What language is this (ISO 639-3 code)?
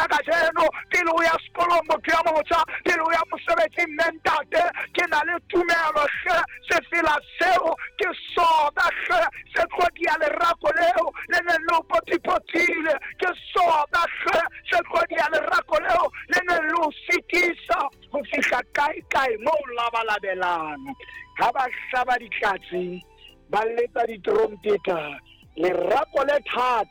sot